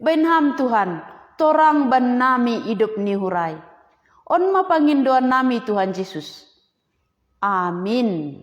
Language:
Batak Simalungun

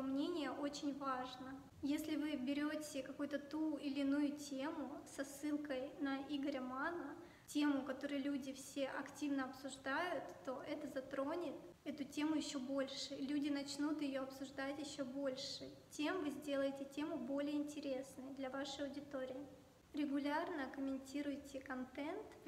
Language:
Russian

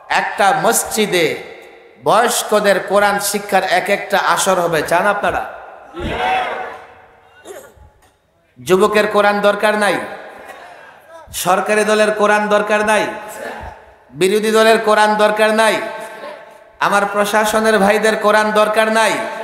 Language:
Bangla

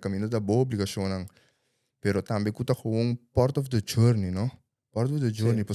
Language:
Papiamento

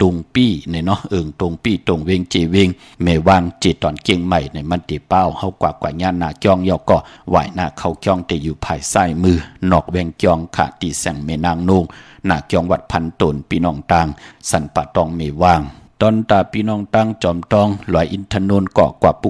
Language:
Shan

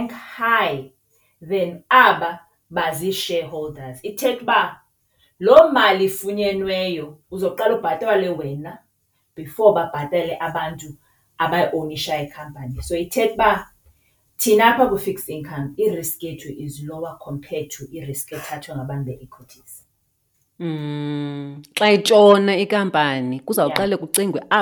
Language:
Xhosa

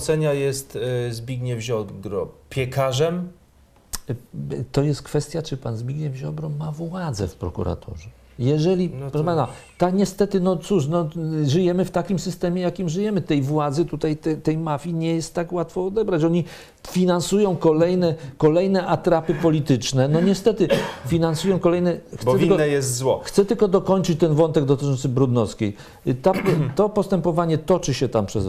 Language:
Polish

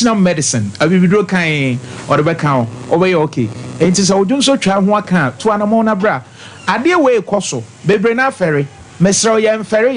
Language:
Akan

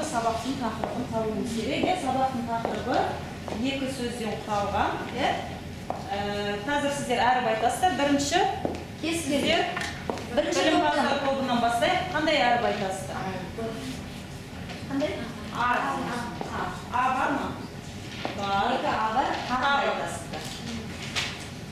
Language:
Kazakh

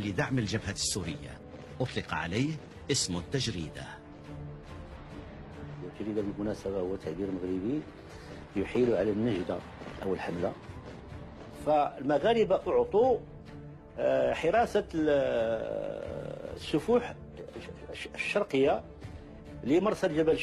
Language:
Arabic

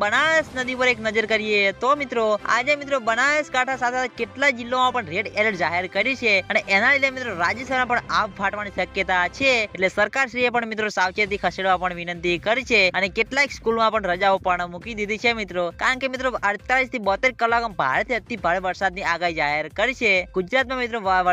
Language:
Gujarati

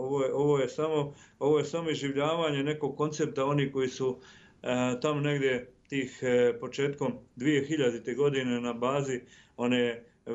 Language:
Serbian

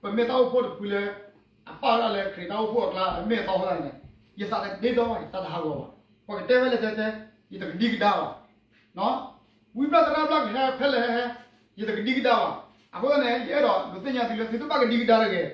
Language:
S'gaw Karen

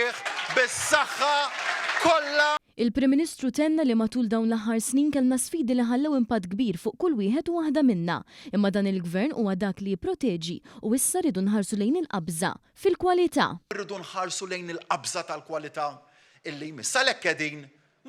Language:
Maltese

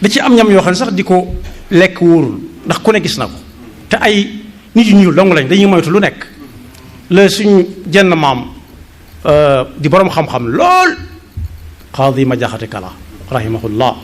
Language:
Wolof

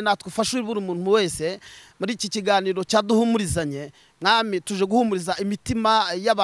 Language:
Kinyarwanda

